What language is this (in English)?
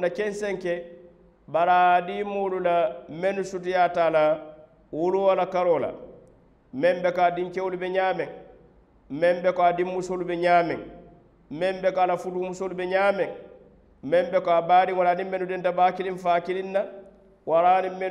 Mandingo